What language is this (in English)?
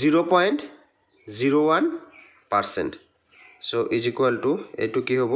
Assamese